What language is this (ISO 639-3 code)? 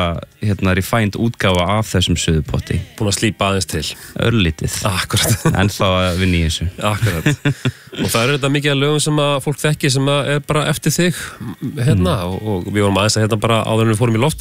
isl